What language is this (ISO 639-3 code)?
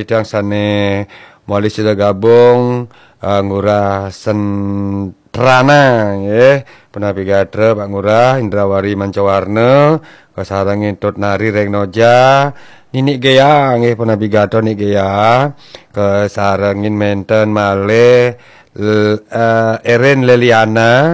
ban